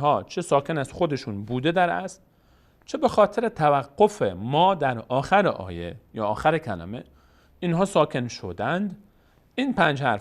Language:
Persian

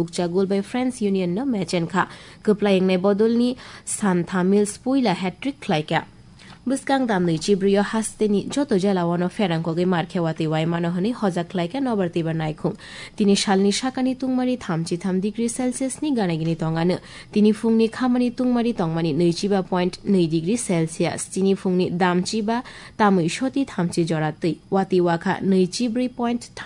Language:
Kok Borok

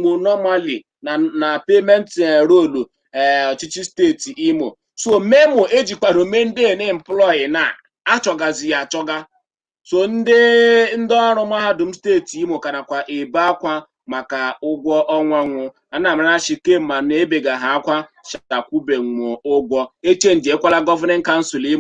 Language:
Igbo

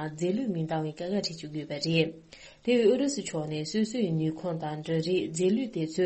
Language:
Tibetan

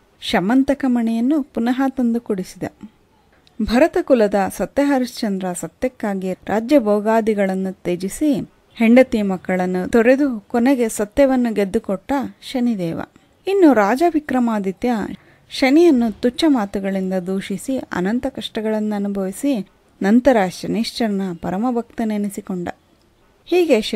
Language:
Kannada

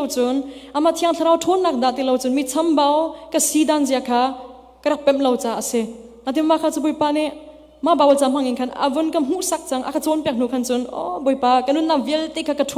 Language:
Hakha Chin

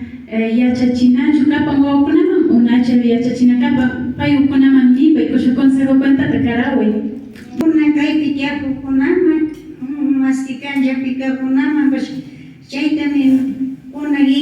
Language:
Imbabura Highland Quichua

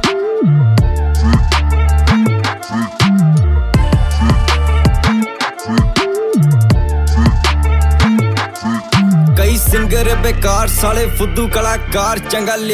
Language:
Punjabi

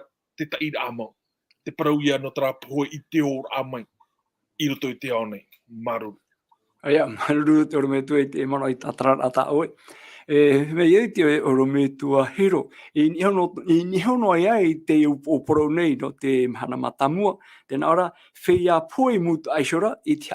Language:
Tahitian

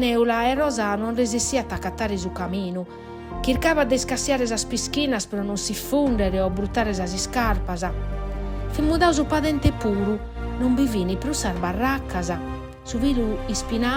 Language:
Sardinian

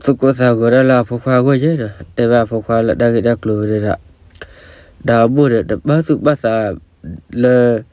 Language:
S'gaw Karen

